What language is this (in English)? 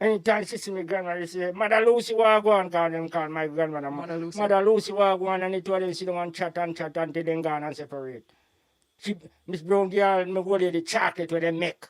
Jamaican Creole English